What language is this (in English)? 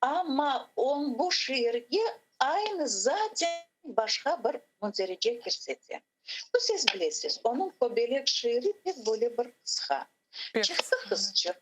Crimean Tatar